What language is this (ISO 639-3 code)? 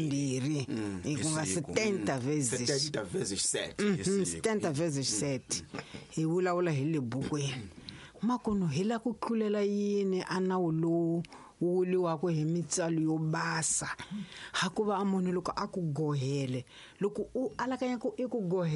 tso